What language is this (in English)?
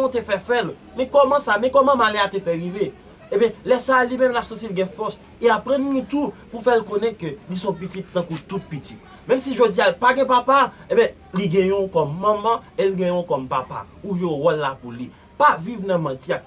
Haitian Creole